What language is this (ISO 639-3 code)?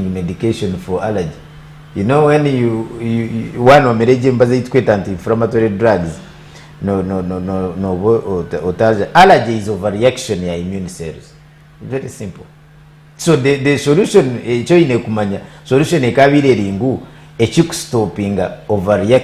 nyn